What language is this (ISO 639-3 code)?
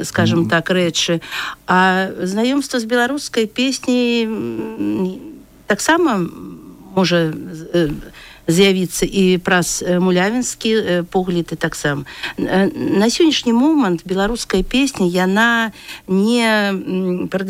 bel